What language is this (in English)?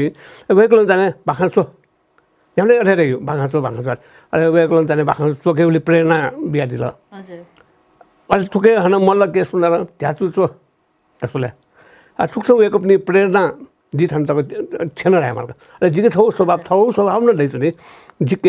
Newari